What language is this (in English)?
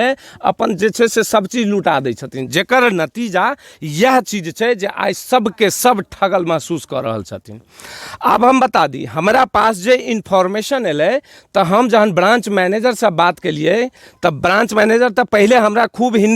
Maithili